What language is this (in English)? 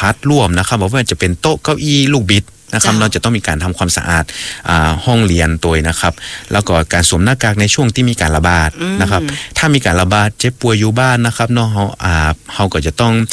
Thai